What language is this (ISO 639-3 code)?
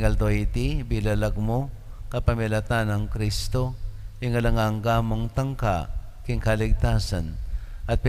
pam